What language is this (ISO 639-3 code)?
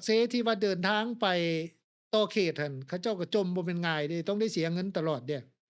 lao